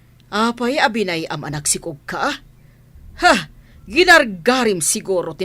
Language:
Iloko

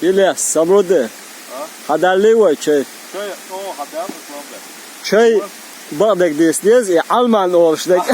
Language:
Chechen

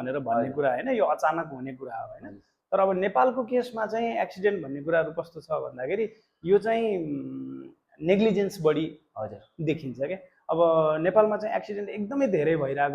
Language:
Nepali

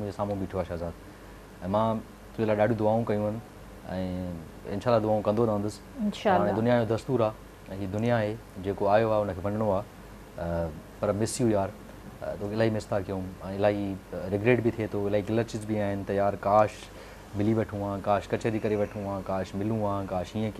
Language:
Sindhi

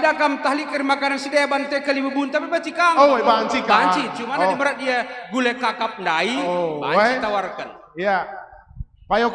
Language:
Batak Karo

